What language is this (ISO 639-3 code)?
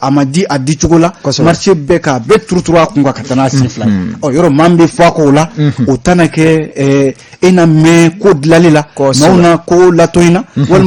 bam